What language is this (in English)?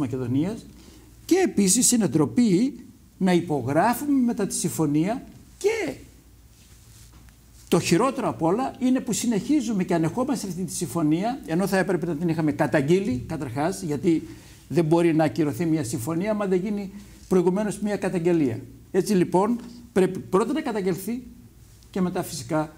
Greek